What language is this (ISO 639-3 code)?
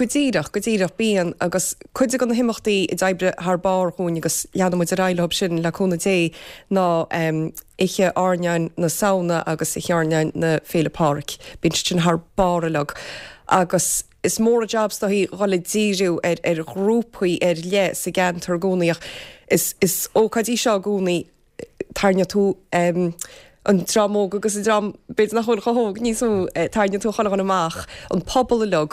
gle